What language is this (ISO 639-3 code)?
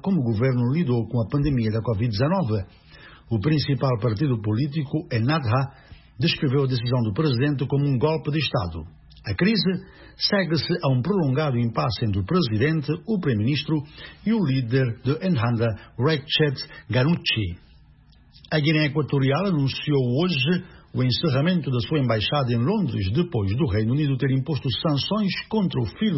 por